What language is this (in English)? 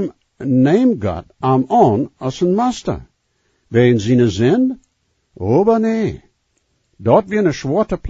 Plautdietsch